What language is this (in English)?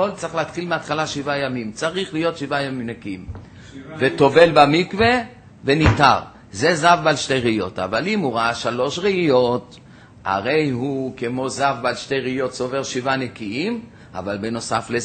Hebrew